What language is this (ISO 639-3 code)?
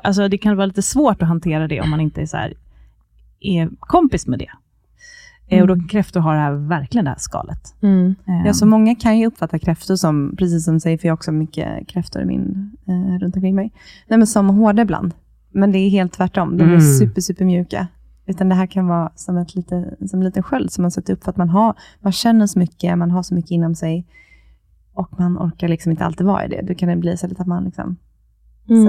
swe